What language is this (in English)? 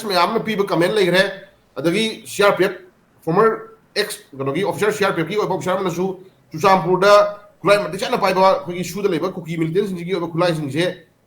Manipuri